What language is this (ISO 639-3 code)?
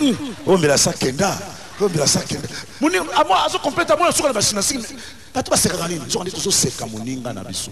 lin